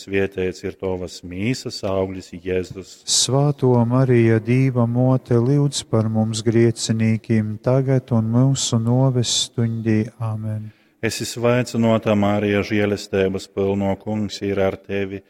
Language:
Latgalian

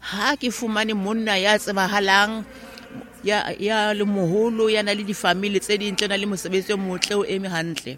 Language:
Southern Sotho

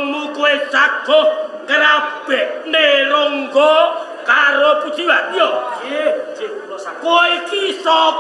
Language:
Javanese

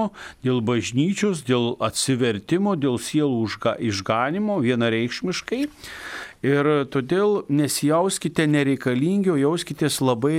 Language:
Lithuanian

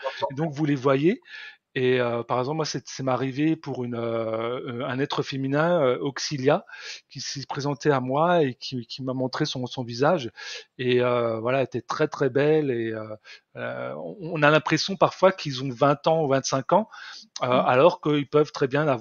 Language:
French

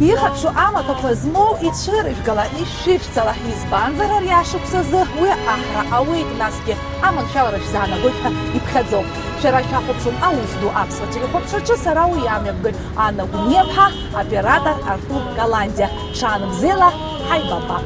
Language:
Abkhazian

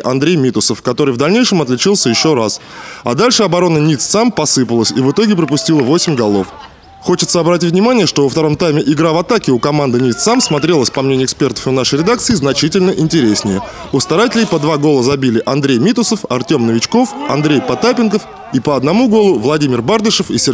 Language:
Russian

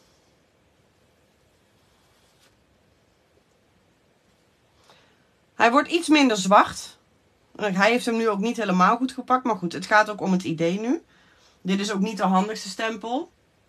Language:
Dutch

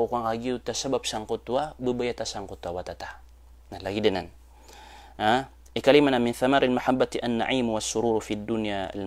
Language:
Maranao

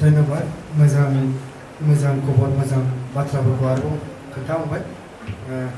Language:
Bodo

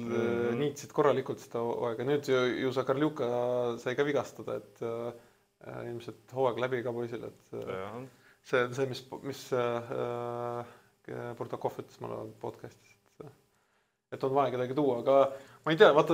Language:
Estonian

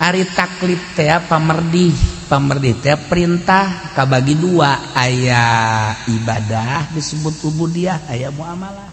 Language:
Sundanese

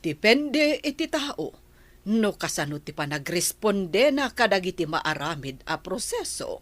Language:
Iloko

